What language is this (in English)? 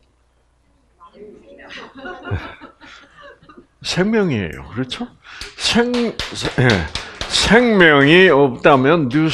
Korean